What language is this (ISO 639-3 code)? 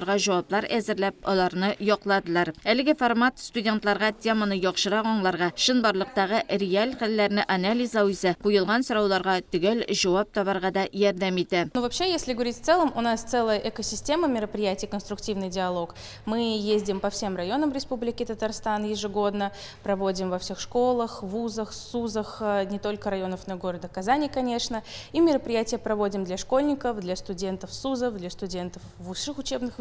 tat